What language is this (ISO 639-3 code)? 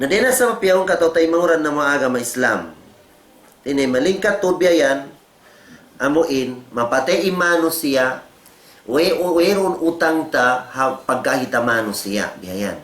tsg